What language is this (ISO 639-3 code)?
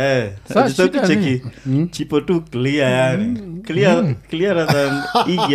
swa